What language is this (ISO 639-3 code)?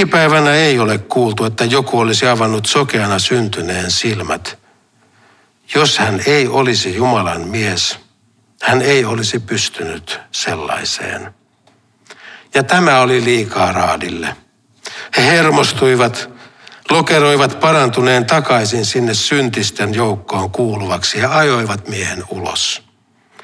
fin